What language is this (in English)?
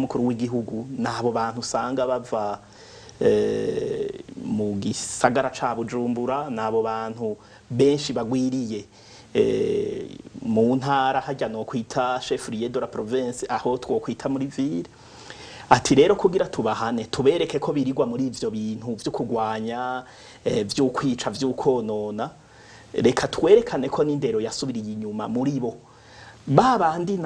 Rundi